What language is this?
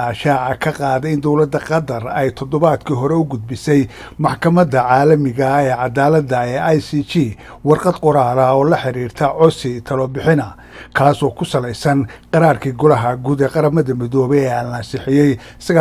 Somali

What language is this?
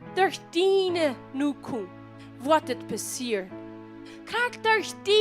Plautdietsch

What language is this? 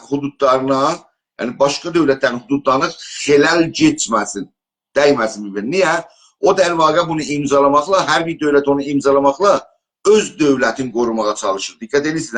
South Azerbaijani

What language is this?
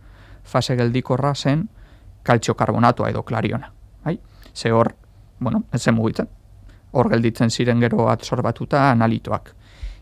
Basque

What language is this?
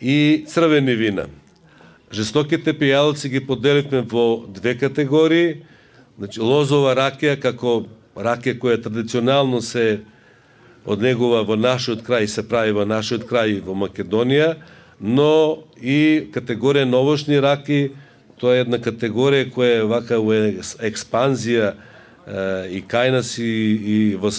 Macedonian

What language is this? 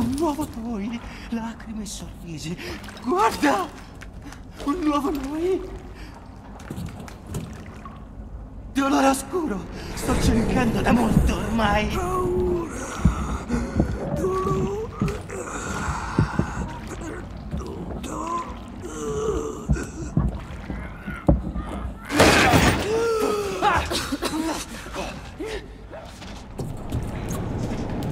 Italian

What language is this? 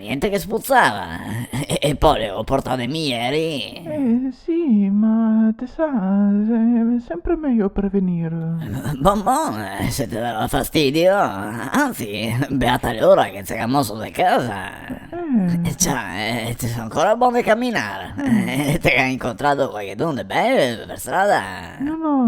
Venetian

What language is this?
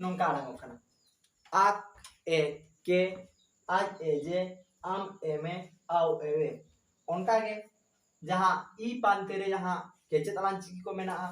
Santali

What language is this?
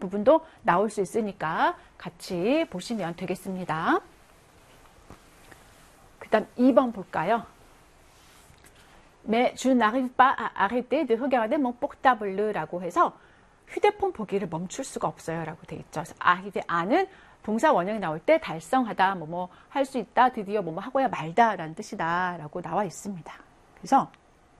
Korean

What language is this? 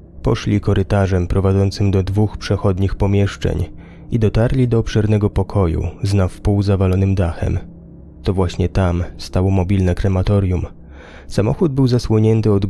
Polish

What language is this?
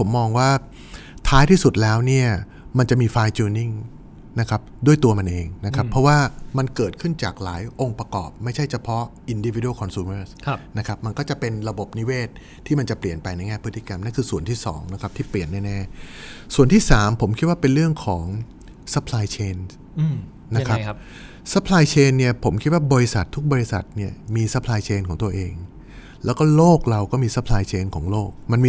Thai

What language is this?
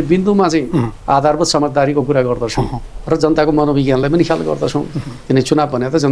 Nepali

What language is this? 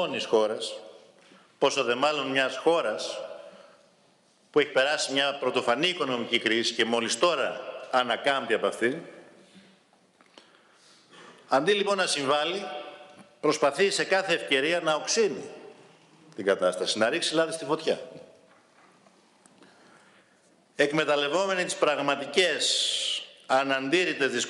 Greek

